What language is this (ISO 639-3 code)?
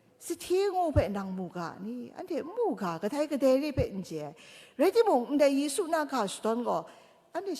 kac